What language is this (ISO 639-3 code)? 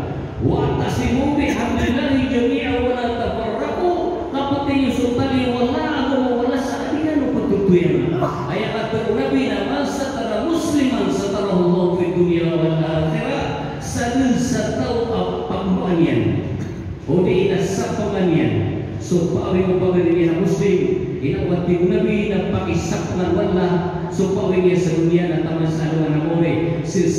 mrw